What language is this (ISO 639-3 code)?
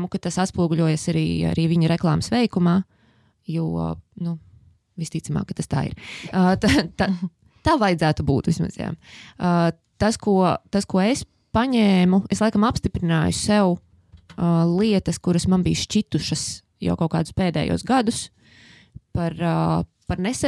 lav